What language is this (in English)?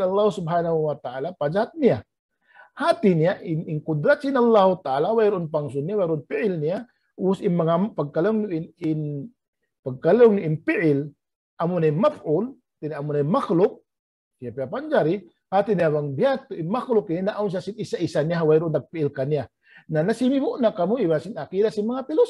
Tausug